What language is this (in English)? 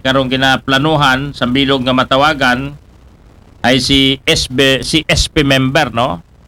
Aklanon